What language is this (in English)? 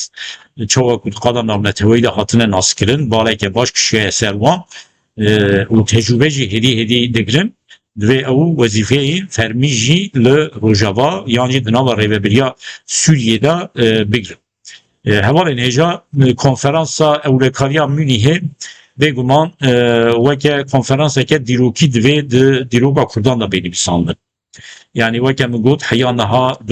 Kurdish